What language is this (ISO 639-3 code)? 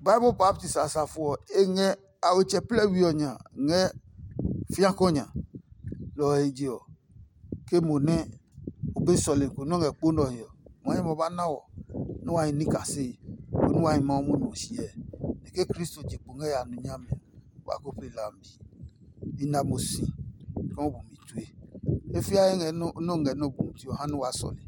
ada